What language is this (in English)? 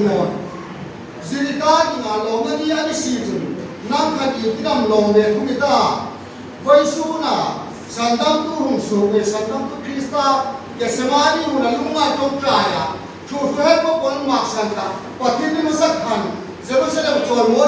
Hmar